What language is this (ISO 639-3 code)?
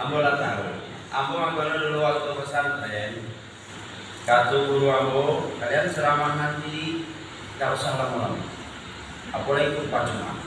min